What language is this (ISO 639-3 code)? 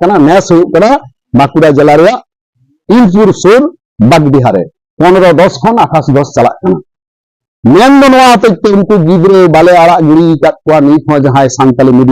sat